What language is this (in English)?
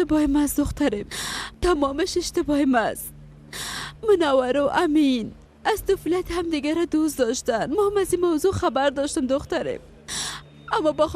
Persian